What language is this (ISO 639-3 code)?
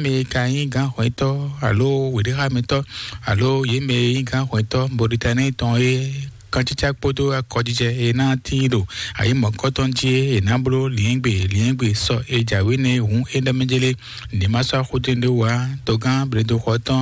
fon